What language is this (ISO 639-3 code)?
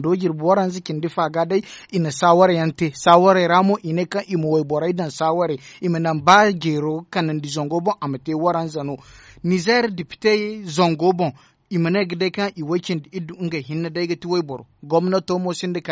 dje